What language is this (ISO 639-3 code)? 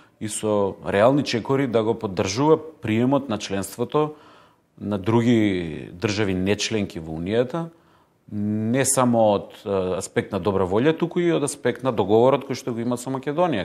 mkd